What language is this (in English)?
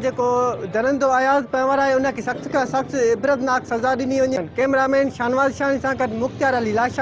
Sindhi